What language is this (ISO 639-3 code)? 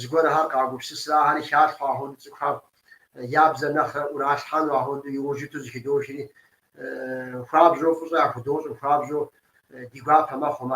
kbd